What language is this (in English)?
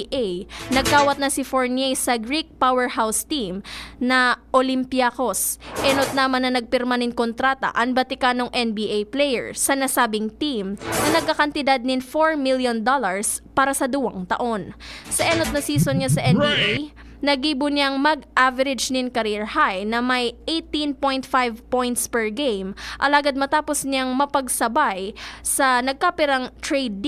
Bikol